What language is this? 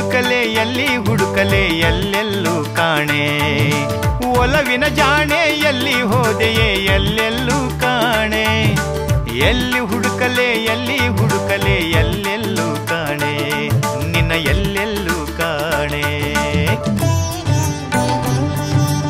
Kannada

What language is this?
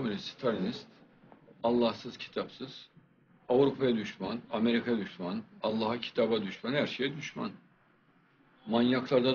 Turkish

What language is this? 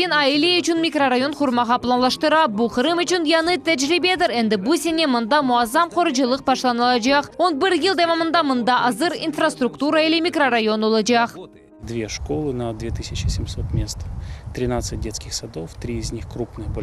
Crimean Tatar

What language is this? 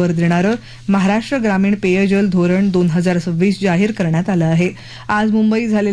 Marathi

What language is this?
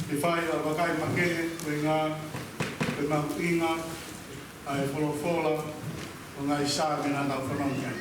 Tongan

